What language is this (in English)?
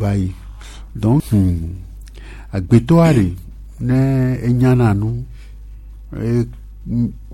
Gen